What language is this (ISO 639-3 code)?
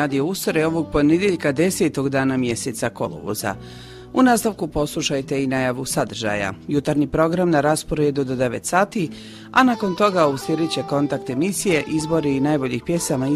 hrv